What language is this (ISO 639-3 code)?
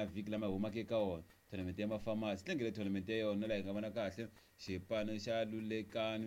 tso